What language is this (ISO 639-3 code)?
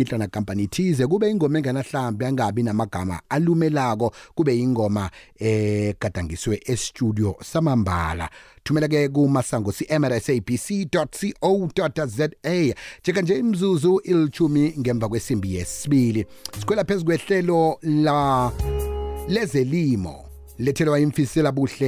nbl